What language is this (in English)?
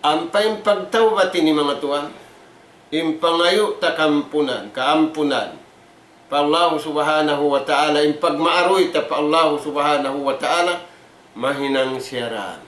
Tausug